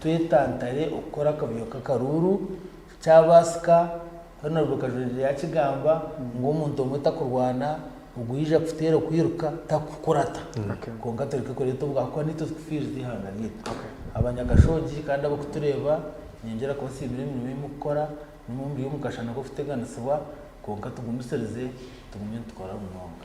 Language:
Nyankole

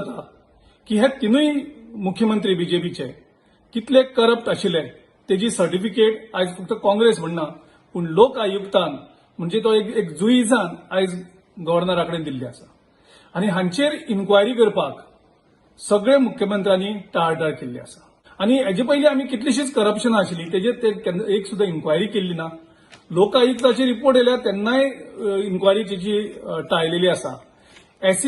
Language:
Konkani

